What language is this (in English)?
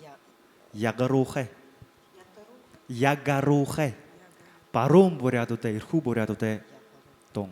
Buriat